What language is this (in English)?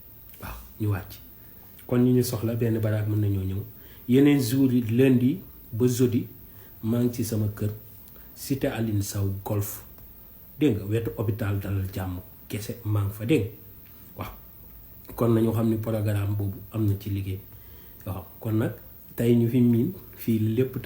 Wolof